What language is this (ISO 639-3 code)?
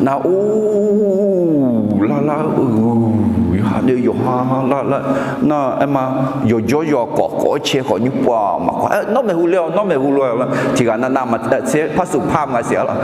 ahk